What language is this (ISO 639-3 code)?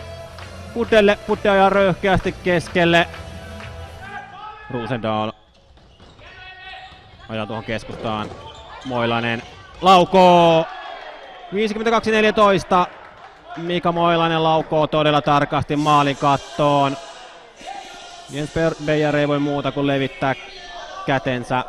fin